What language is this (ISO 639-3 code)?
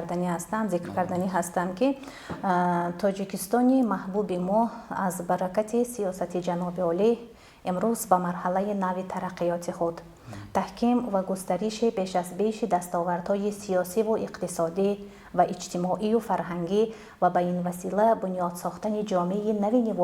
tgk